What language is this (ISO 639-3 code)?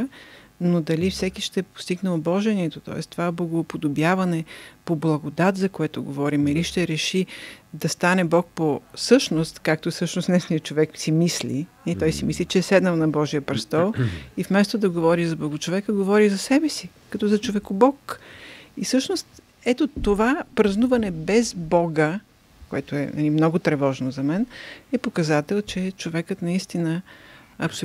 bul